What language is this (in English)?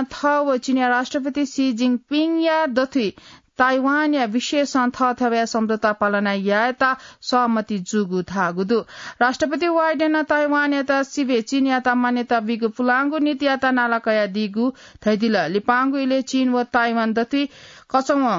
Newari